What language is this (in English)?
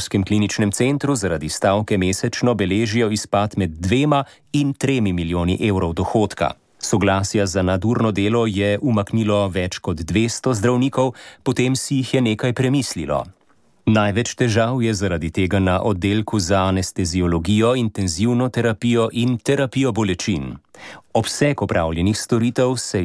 Slovenian